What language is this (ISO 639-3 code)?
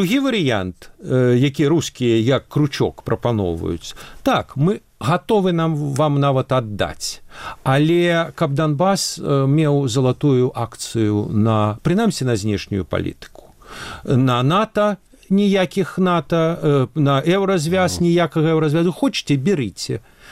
bel